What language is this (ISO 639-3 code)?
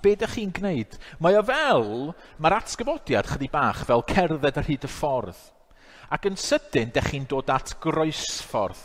cym